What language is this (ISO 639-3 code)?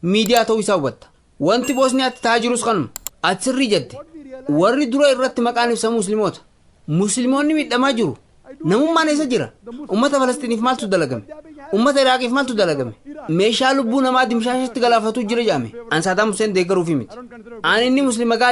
orm